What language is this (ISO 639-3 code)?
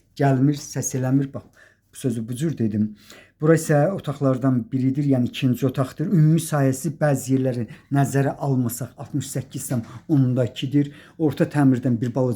aze